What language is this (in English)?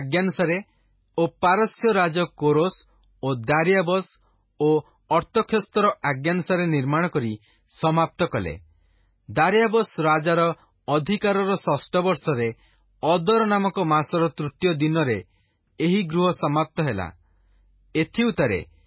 Odia